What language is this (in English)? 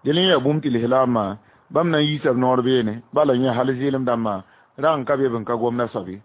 Mossi